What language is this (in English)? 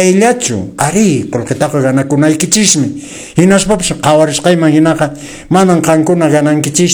Quechua